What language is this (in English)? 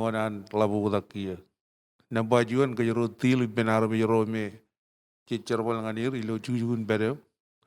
Marshallese